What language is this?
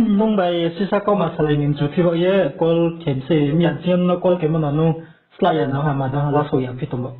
Riang (India)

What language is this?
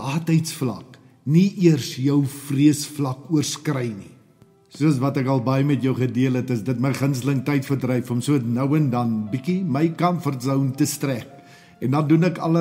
Afrikaans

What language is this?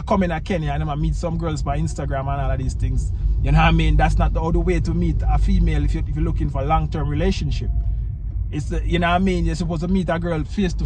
Jamaican Creole English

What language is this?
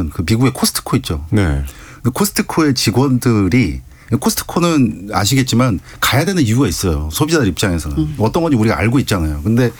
Korean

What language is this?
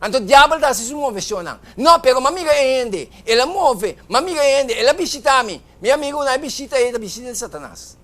Papiamento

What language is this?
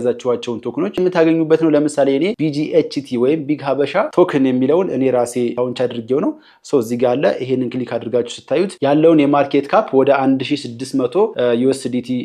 Amharic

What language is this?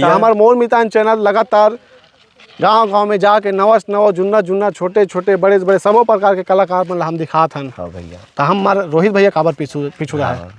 Chhattisgarhi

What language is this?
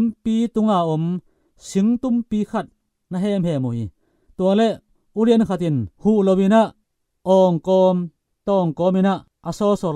Tedim Chin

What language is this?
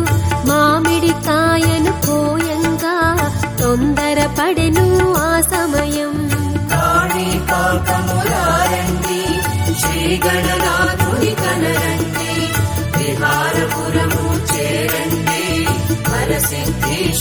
Telugu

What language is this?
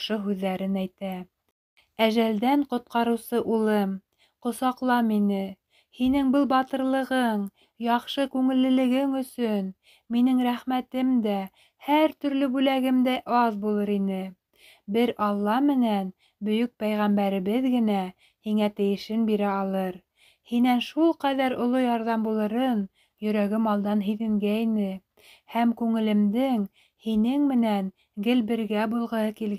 Bashkir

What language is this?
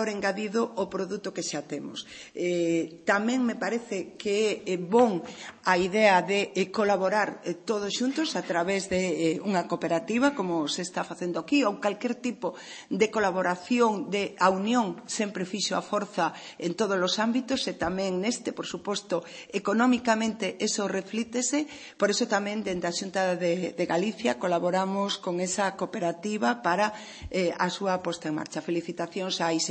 Galician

